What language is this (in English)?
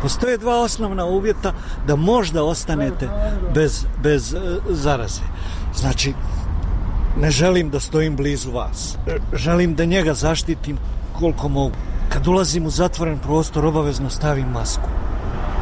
Croatian